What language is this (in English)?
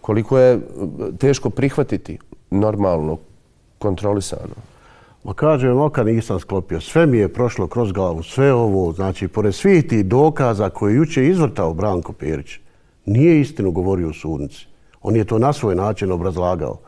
Bosnian